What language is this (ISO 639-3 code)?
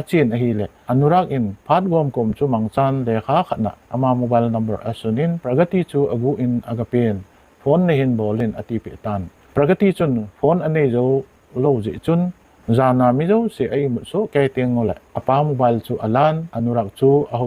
tcz